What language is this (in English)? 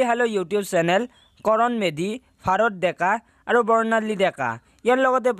Assamese